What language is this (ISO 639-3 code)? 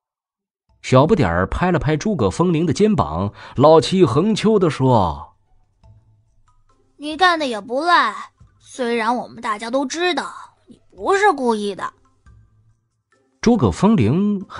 zho